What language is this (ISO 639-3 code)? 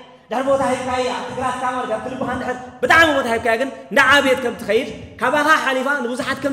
tir